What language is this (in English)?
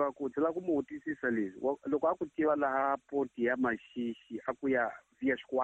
Tsonga